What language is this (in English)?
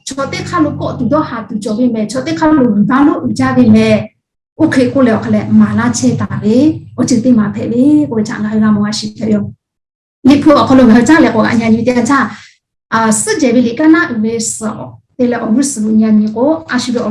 Lahu